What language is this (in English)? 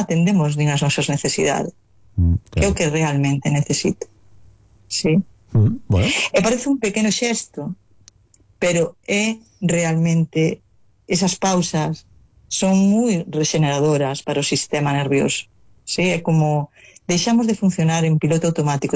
Galician